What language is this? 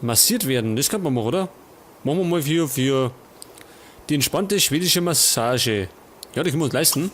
Bavarian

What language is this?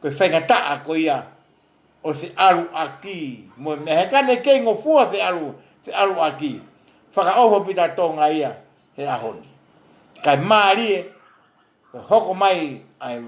Tongan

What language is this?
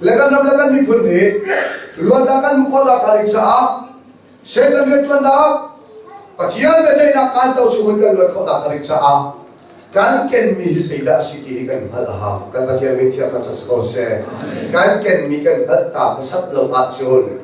Hakha Chin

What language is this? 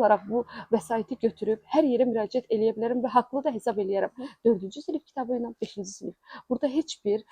Azerbaijani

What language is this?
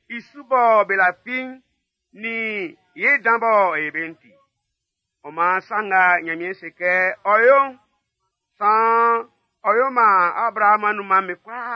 Baoulé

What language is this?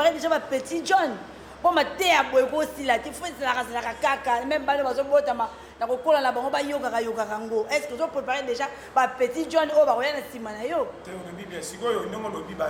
Lingala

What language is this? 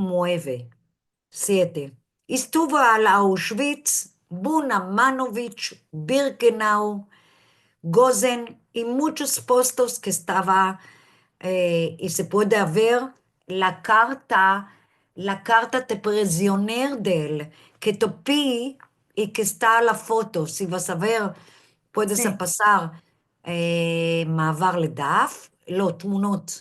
Ladino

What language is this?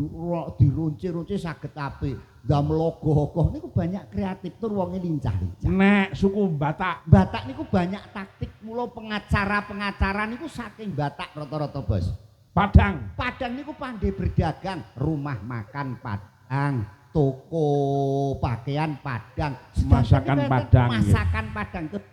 Javanese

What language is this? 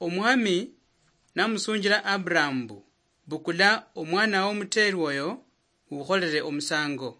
Luyia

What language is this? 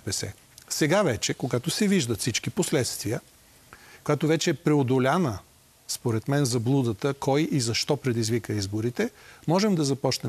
Bulgarian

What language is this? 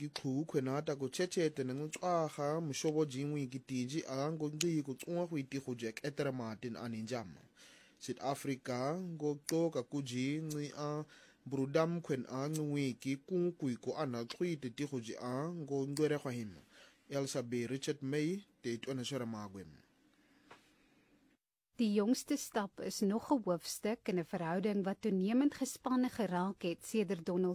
Afrikaans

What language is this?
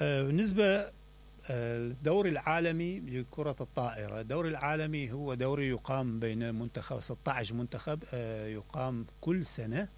Mesopotamian Arabic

